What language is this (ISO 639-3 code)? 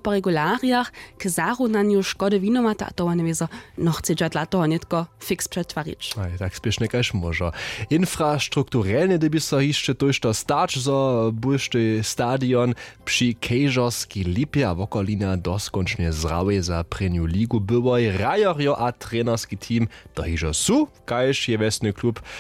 hsb